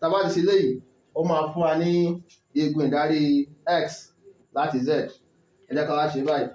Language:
Yoruba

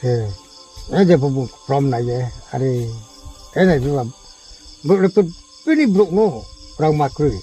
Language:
Riang (India)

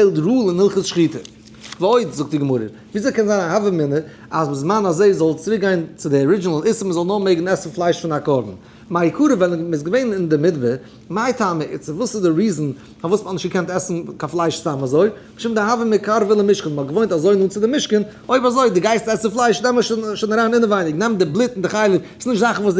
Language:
Yiddish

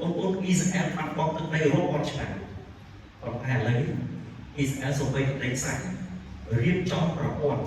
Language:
Khmer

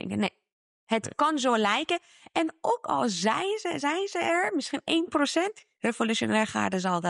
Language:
Dutch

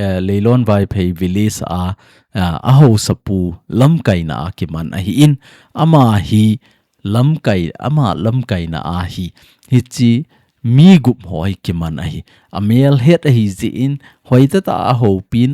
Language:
Thado Chin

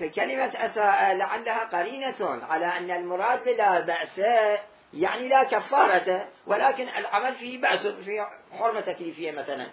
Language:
Mesopotamian Arabic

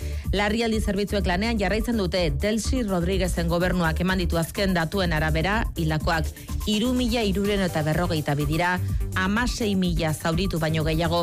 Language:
Basque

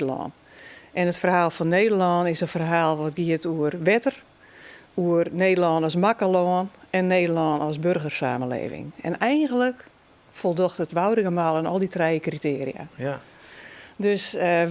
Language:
Western Frisian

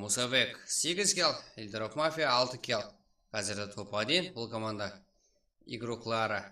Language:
Kara-Kalpak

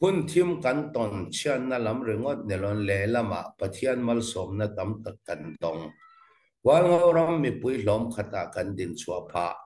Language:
Falam Chin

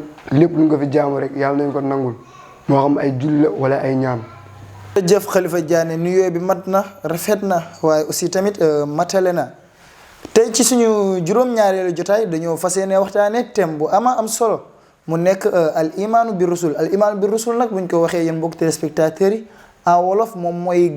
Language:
Wolof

